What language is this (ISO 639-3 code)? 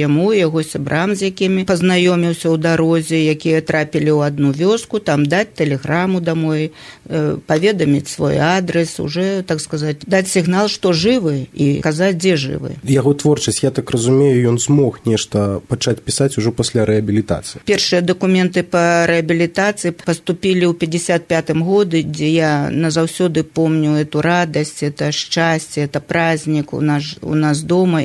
bel